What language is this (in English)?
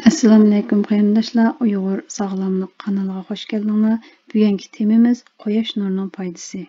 Uyghur